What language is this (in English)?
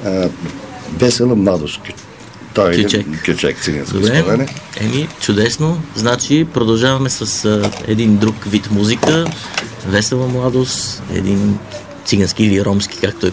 Bulgarian